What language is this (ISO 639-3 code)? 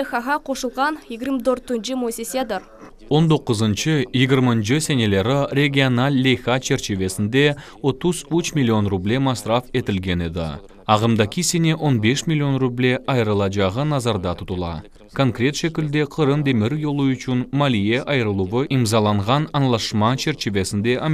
crh